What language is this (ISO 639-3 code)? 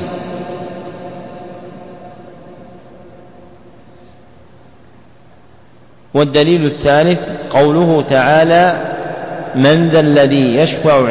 ara